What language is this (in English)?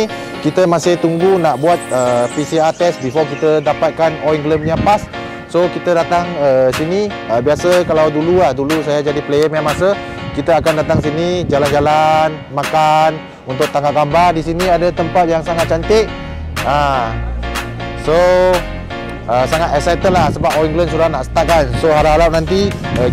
Malay